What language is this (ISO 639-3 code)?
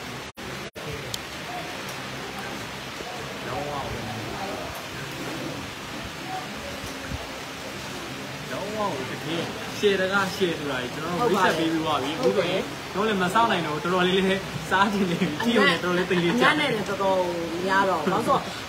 mya